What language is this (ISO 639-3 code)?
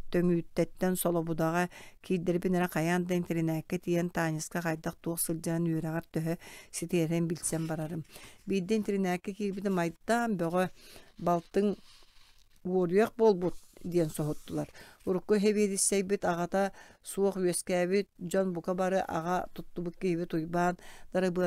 sah